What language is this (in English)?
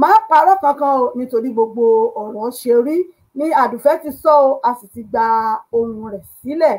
Yoruba